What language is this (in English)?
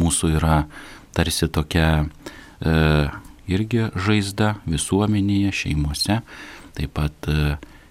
Lithuanian